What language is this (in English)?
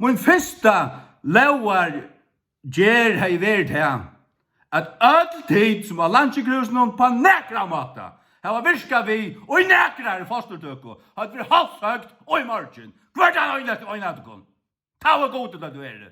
Faroese